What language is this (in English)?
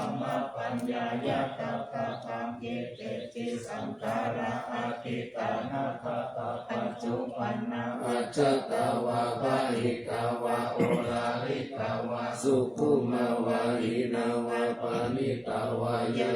Pali